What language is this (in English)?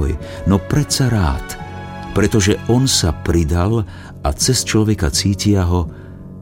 Slovak